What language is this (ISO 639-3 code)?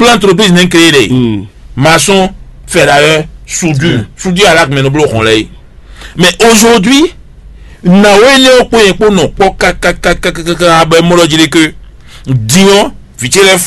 fon